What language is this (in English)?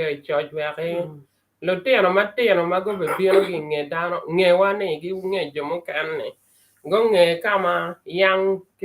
Acoli